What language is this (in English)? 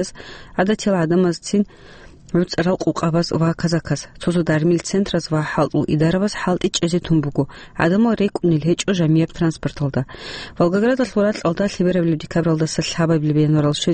Avaric